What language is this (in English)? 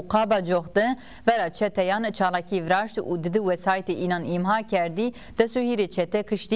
Zaza